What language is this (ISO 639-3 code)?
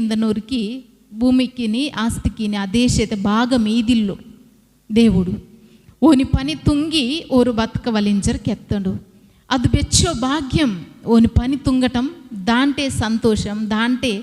kff